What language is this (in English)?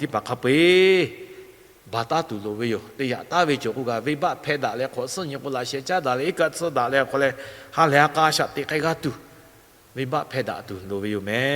Lahu